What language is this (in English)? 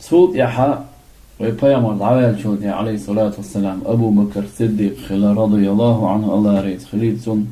Chechen